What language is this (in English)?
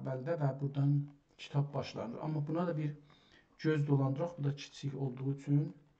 South Azerbaijani